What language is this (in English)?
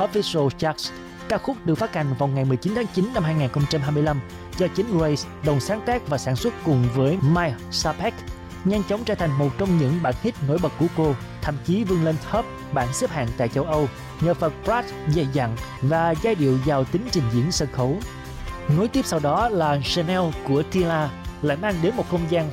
Vietnamese